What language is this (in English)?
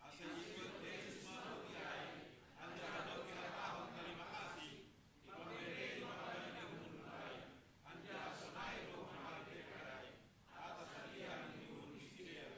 Batak Simalungun